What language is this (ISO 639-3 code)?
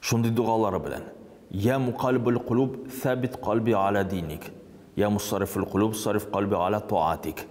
tat